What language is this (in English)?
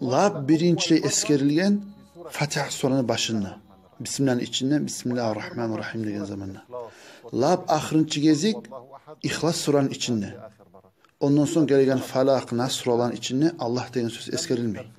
Kumyk